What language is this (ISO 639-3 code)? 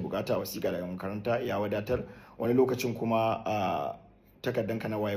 hau